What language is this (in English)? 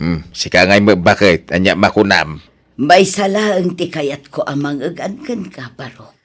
Iloko